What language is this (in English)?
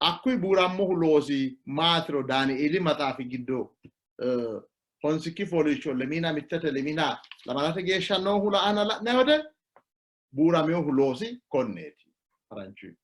Sidamo